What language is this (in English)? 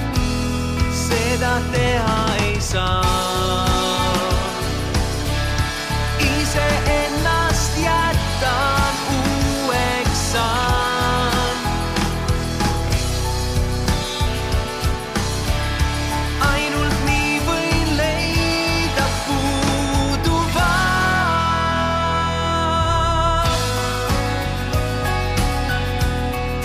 Estonian